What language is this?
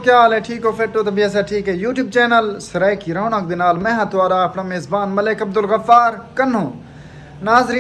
Saraiki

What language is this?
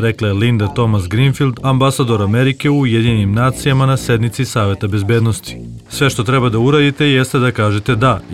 Serbian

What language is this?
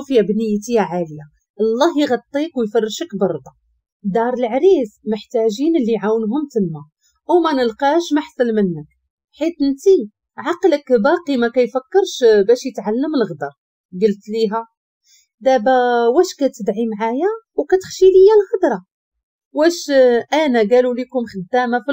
Moroccan Arabic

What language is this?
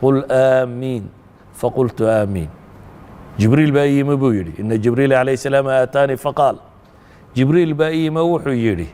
Somali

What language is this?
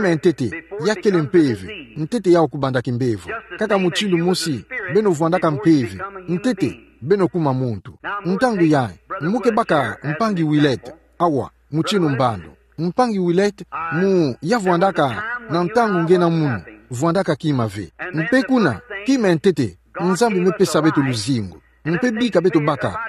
Kituba (Democratic Republic of Congo)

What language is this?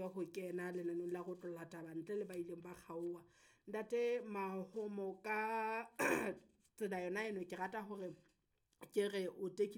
Southern Sotho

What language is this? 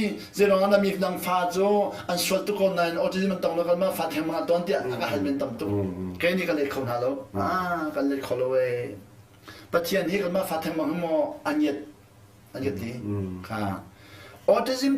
Hakha Chin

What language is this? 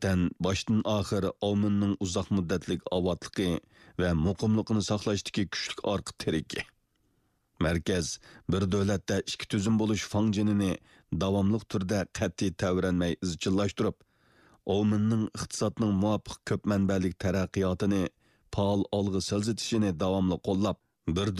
Uyghur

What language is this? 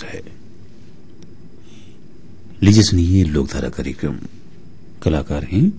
Hindi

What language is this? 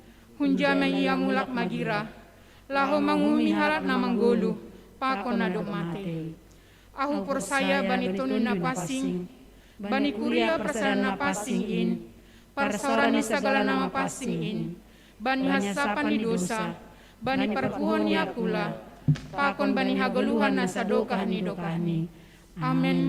Batak Simalungun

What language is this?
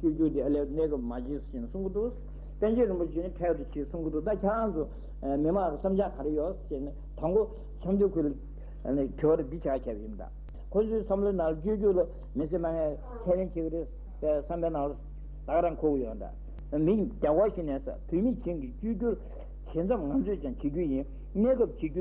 Tibetan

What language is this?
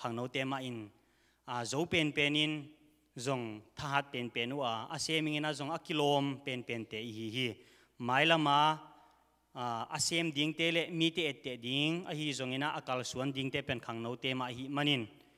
Tedim Chin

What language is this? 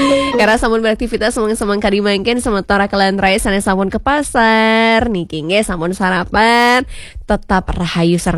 Balinese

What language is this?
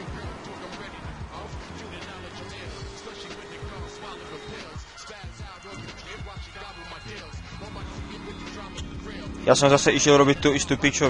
Slovak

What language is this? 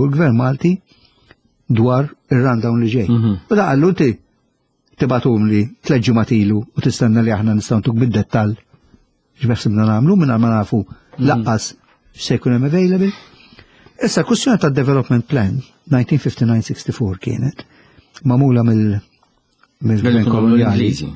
Maltese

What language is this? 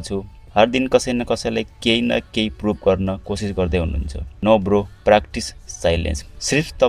Nepali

